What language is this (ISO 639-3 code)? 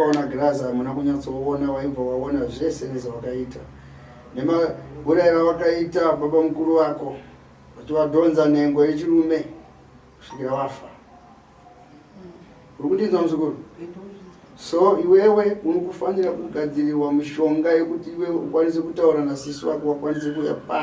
sna